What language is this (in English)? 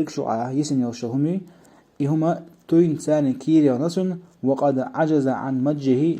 Chechen